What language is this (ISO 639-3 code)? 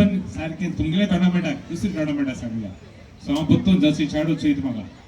kok